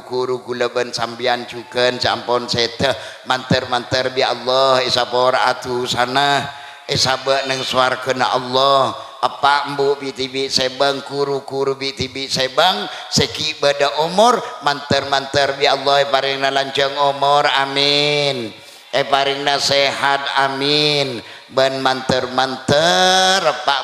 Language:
Madurese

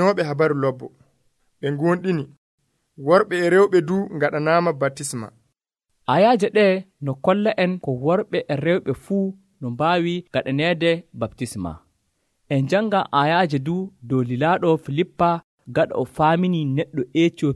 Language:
Nigerian Fulfulde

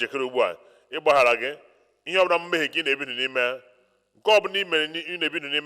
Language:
Igbo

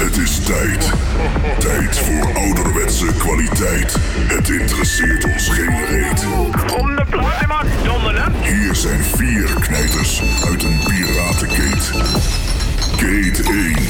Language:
Dutch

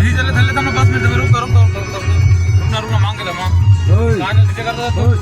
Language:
Chhattisgarhi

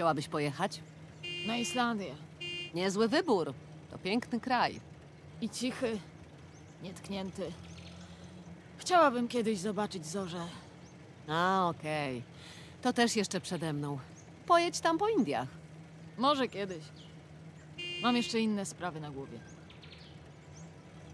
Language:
Polish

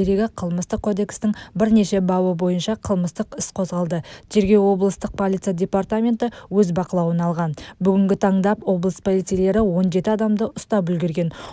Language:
Kazakh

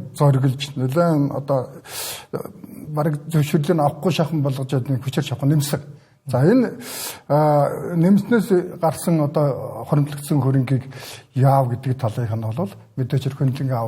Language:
Mongolian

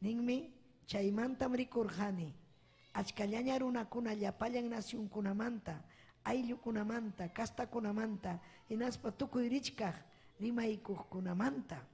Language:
Ayacucho Quechua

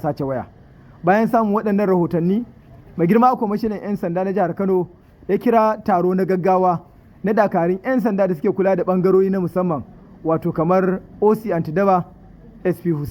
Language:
Hausa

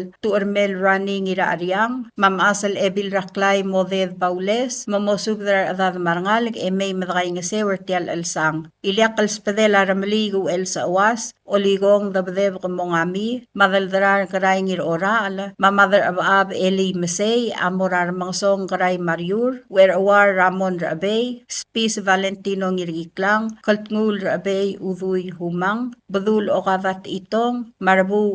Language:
Palauan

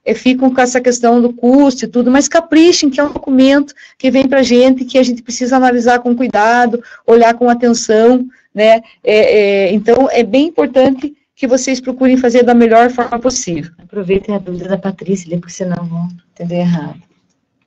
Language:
Portuguese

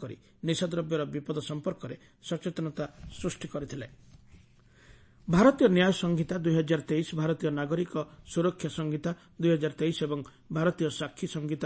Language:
Odia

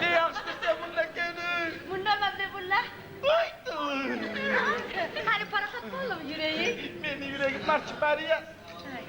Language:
Kumyk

